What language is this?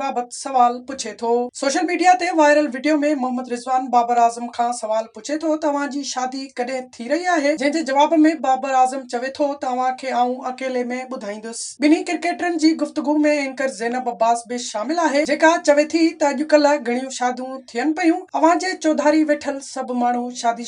Sindhi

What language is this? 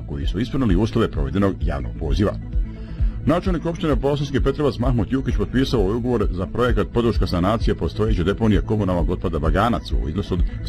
Bosnian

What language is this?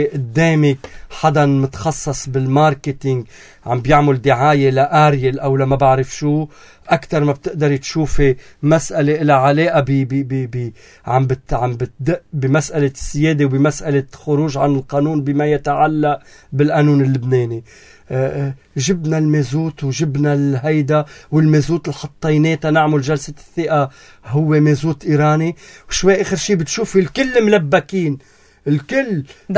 North Levantine Arabic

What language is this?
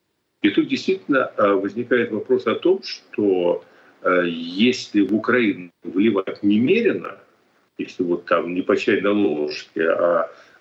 Russian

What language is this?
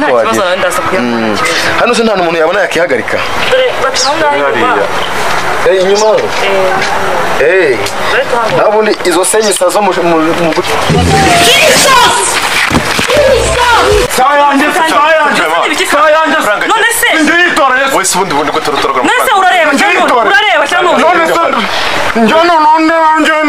Kinyarwanda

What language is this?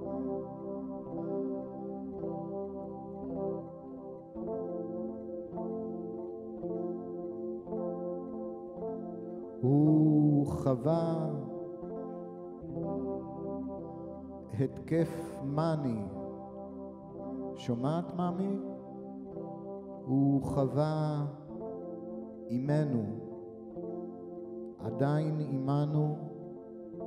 Hebrew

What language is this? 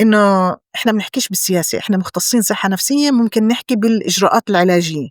North Levantine Arabic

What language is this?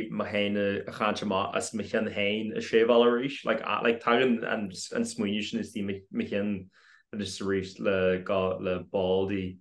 Irish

